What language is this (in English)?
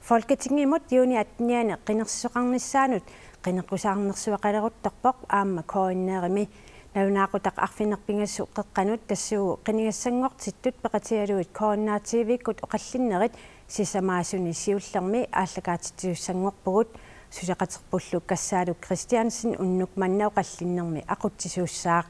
Kalaallisut